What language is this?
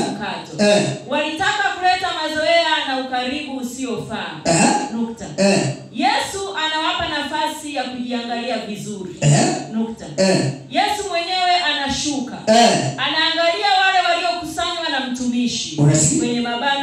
Swahili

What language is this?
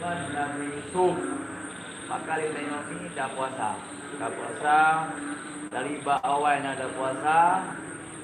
Achinese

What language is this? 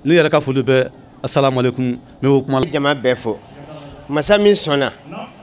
Bambara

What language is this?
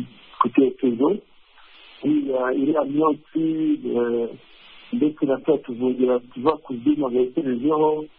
Kinyarwanda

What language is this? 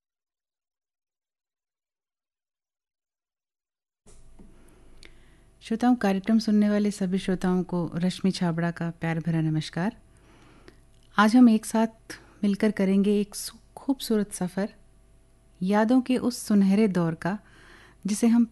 Hindi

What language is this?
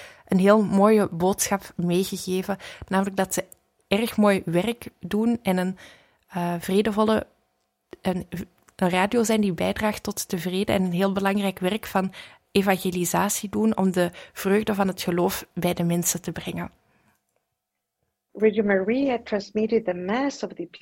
Dutch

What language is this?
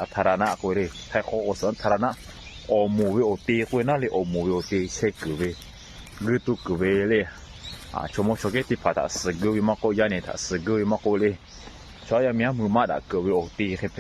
Lahu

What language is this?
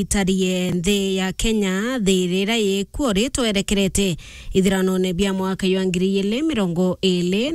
Meru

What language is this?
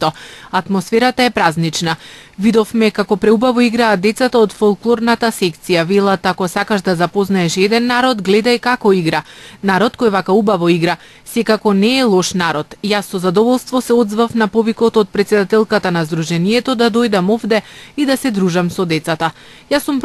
Macedonian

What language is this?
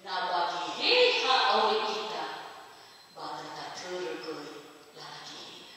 Nias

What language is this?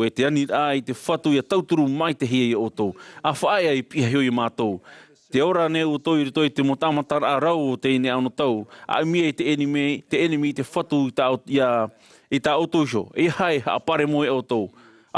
Tahitian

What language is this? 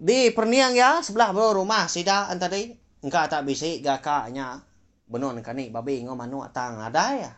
Iban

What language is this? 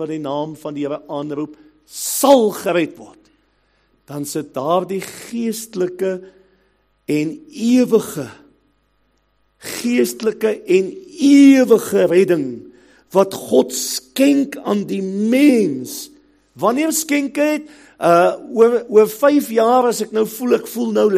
Afrikaans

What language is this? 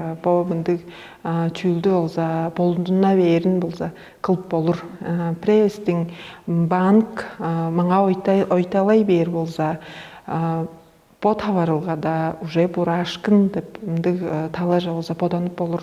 Tuvinian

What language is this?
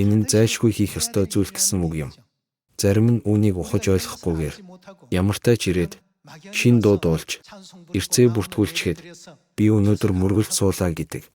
Mongolian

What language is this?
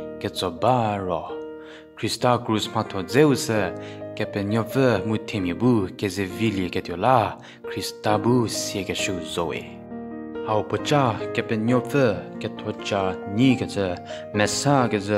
Angami Naga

